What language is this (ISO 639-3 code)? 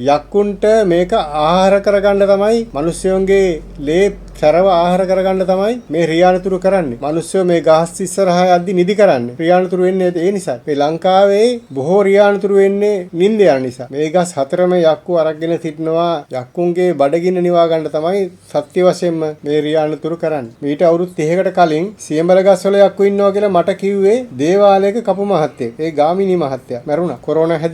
sin